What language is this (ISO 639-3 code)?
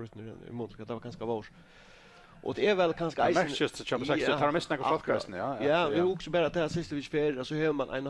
fao